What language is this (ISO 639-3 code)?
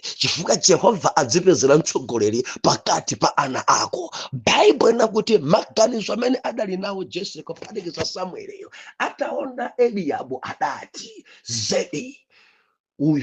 nya